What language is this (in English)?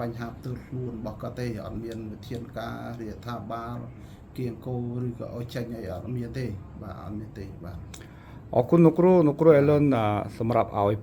Khmer